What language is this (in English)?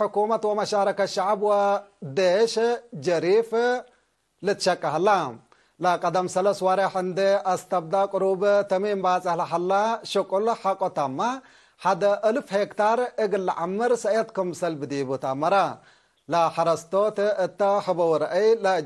Tigre